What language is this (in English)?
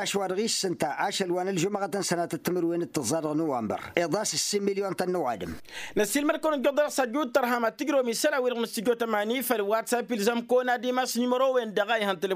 Tamasheq